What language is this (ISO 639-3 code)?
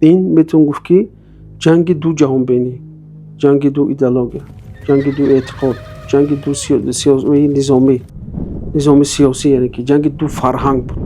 tgk